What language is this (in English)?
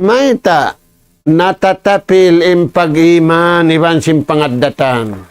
Tausug